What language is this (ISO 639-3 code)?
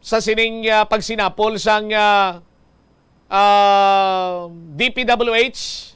hil